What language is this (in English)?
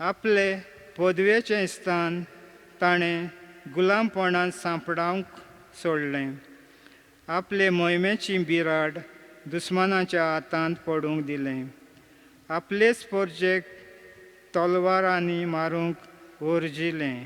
Konkani